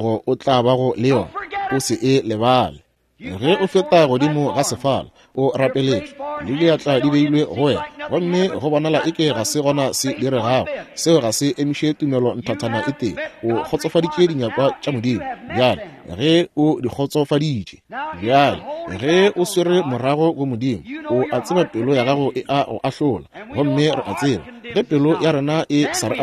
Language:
Northern Sotho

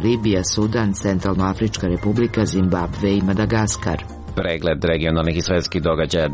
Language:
Serbian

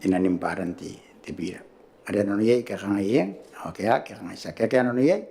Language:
Gilbertese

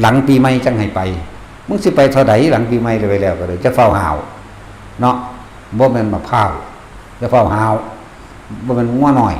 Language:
Northeastern Thai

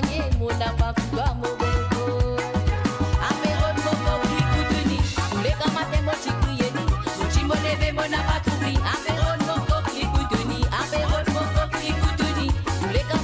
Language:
Morisyen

